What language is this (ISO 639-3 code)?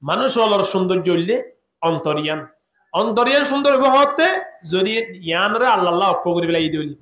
rhg